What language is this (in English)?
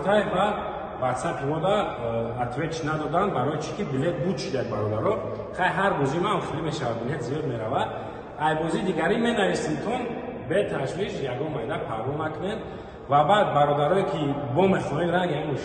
Tajik